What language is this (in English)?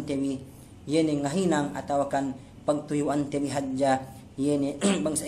Yakan